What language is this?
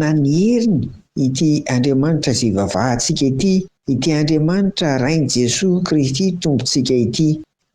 Malagasy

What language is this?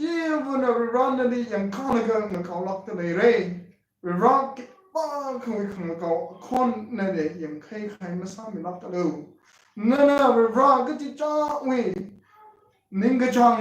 Tangkhul Naga (India)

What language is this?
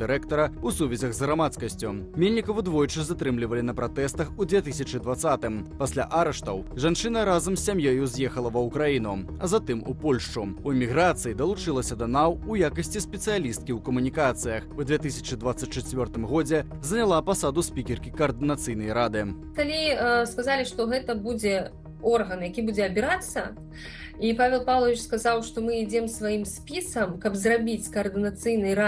Belarusian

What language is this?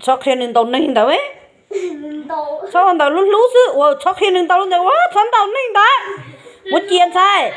Hmong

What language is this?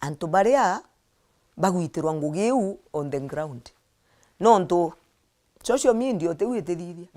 Meru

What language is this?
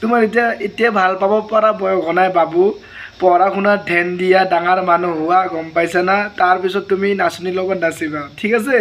Assamese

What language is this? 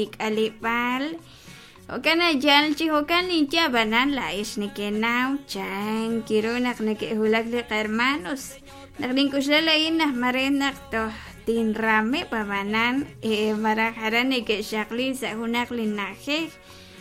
Kekchí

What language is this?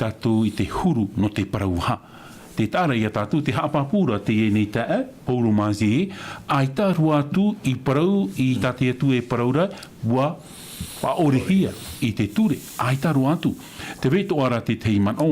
Tahitian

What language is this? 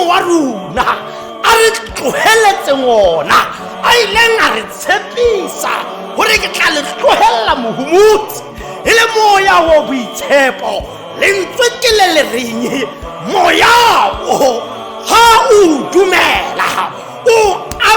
Tswana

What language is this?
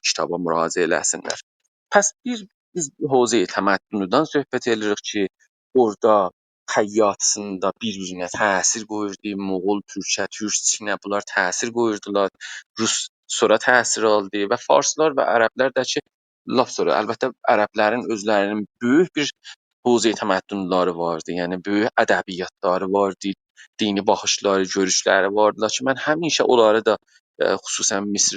South Azerbaijani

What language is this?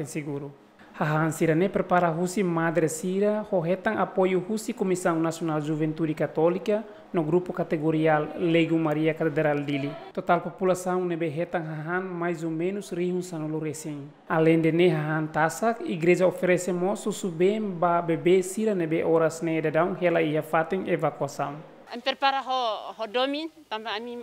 Tetum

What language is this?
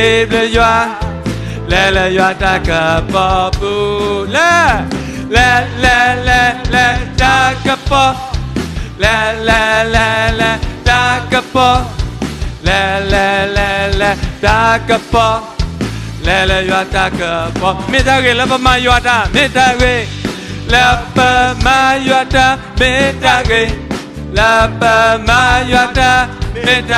S'gaw Karen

